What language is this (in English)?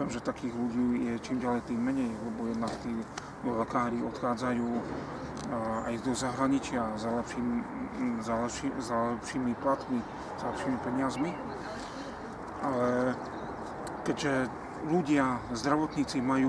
Slovak